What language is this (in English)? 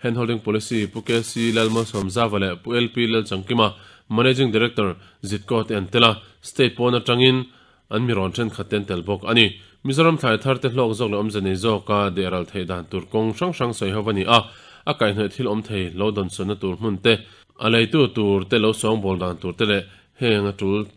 Mizo